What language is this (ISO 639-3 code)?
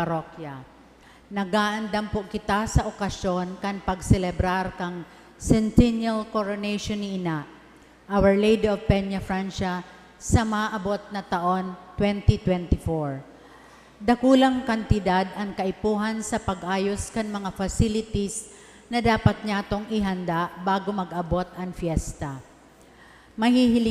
bik